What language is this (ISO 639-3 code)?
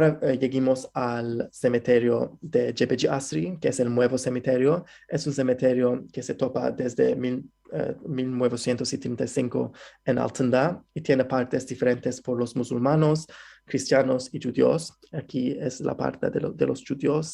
lad